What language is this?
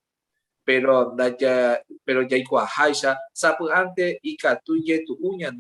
Guarani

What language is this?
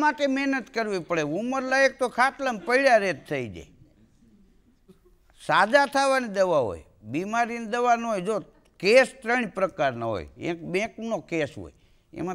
Gujarati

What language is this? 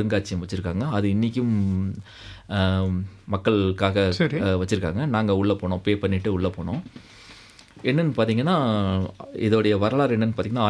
Tamil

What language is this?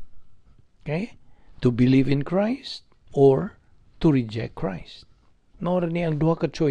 Cebuano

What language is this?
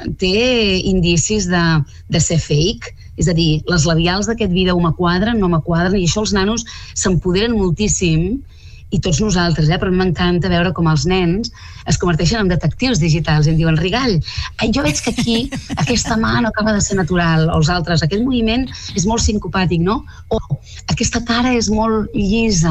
Catalan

